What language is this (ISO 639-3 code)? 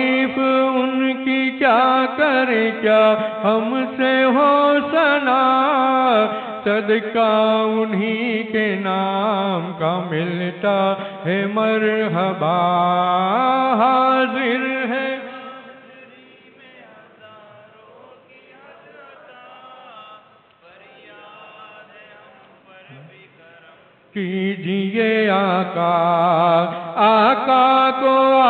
urd